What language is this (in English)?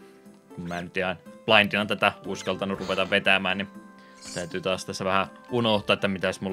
Finnish